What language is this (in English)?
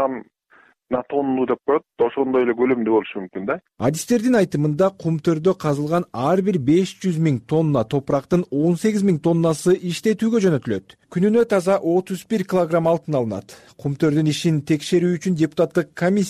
Kyrgyz